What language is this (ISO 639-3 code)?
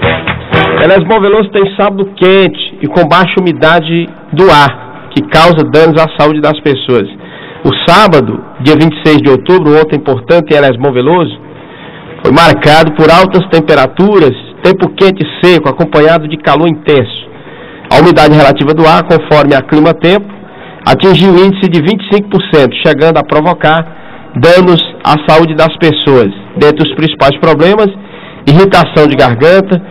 por